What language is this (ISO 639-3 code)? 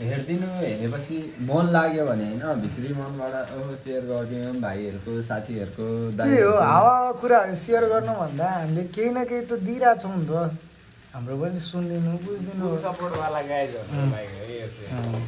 nep